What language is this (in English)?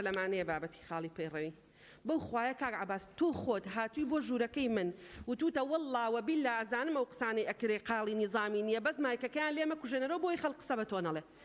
Central Kurdish